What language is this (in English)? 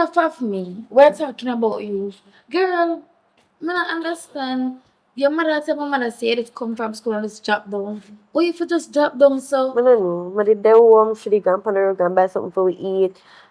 Jamaican Creole English